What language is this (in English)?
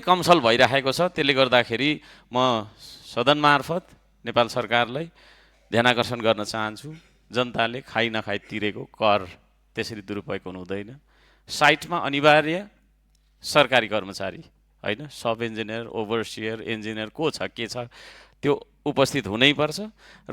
Nepali